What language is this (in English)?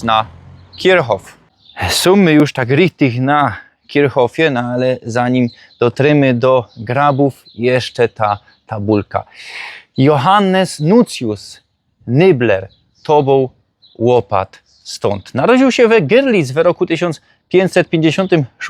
Silesian